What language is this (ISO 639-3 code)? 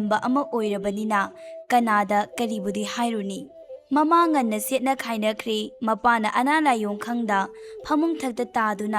mni